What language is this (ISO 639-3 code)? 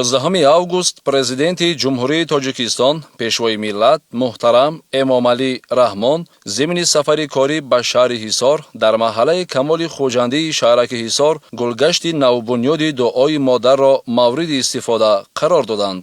tgk